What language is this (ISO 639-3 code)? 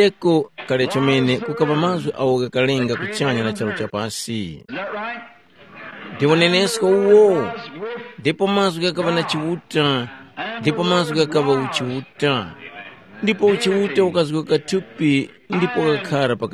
tum